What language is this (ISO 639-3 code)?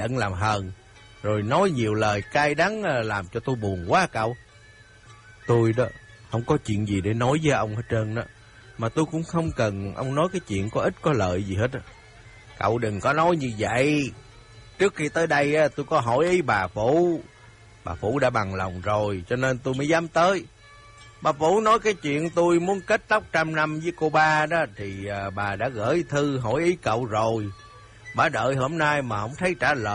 vie